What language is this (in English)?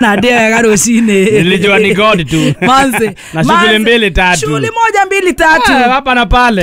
Kikuyu